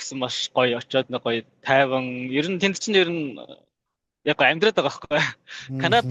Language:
Mongolian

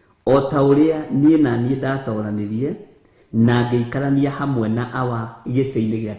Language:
Kikuyu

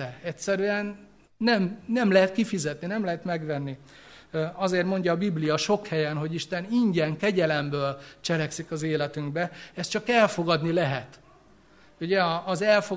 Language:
Hungarian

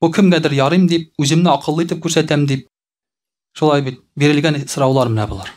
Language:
Tatar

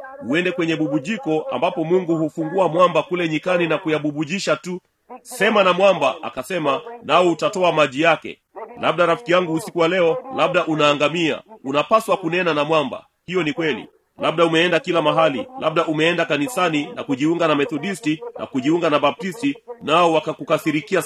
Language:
Swahili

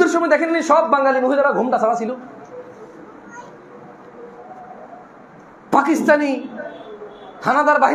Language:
Bangla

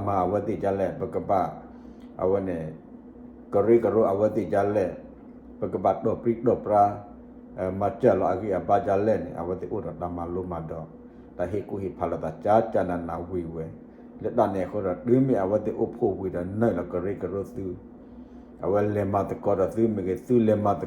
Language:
S'gaw Karen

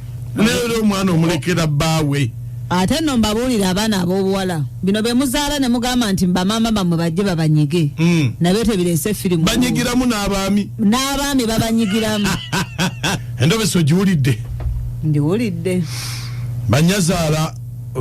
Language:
Ganda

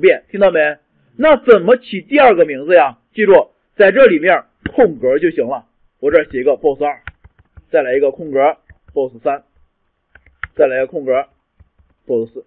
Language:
Chinese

